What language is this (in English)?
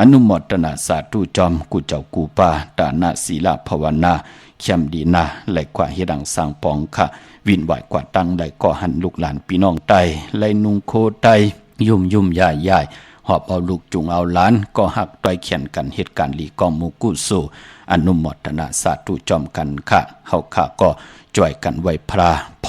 Shan